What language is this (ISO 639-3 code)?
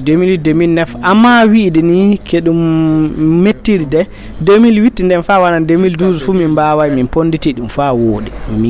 ful